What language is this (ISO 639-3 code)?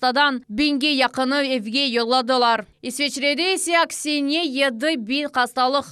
crh